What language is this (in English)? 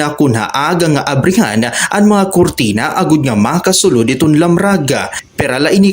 Waray